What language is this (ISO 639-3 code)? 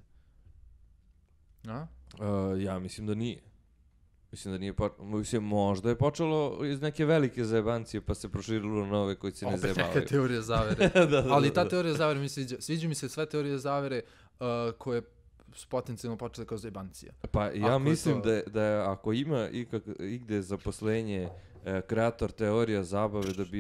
srp